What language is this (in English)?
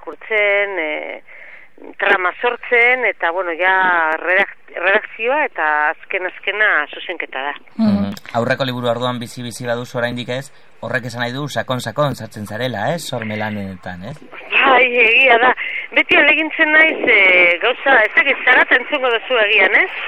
Basque